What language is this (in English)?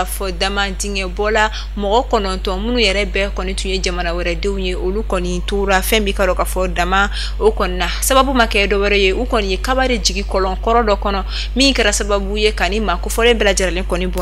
Bambara